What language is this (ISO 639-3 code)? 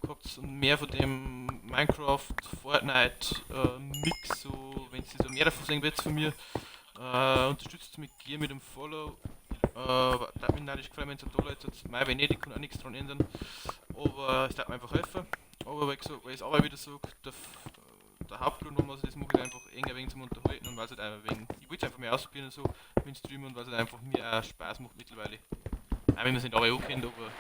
bar